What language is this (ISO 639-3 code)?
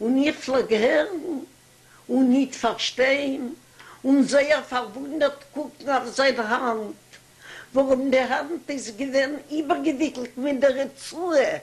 yid